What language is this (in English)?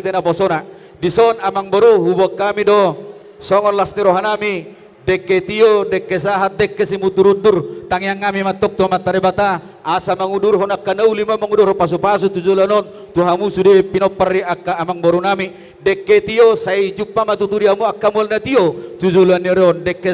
Batak Toba